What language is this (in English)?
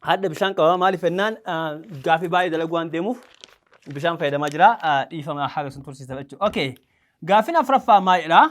Oromo